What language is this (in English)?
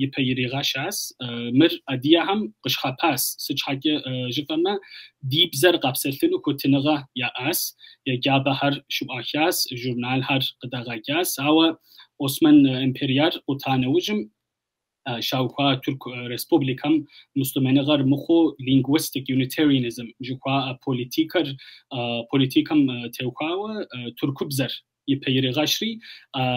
Kabardian